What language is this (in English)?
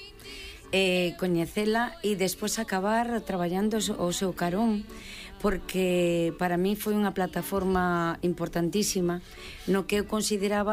Galician